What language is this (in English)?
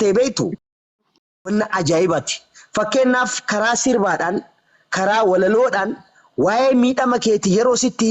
Oromo